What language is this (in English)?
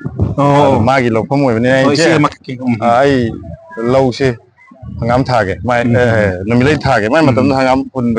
Manipuri